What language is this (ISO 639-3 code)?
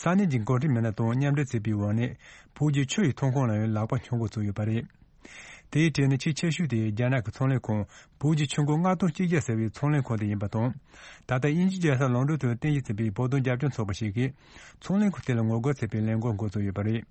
bod